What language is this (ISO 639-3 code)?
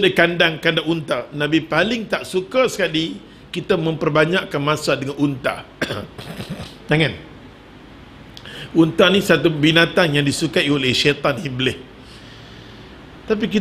msa